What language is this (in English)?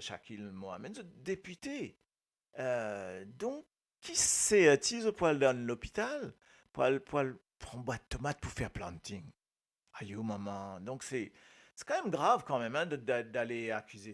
Morisyen